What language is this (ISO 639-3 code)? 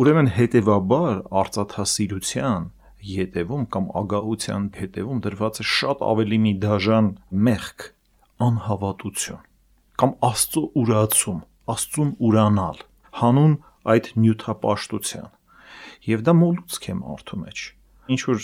hye